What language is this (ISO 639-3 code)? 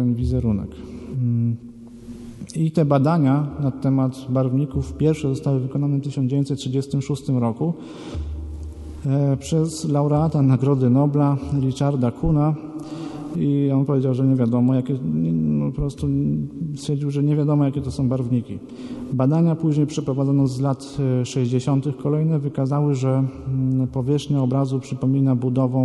pol